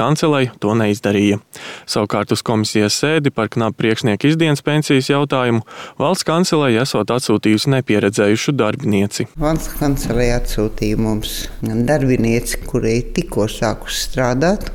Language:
Latvian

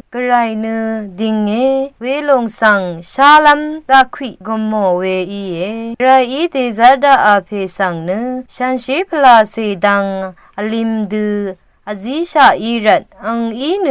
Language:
Rawang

